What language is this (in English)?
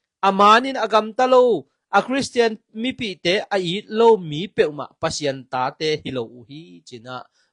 Tedim Chin